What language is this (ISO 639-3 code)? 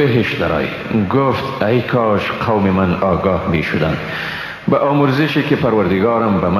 fas